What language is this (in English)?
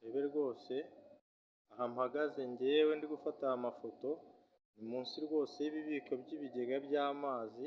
Kinyarwanda